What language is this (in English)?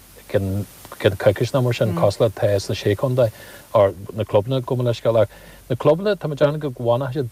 Irish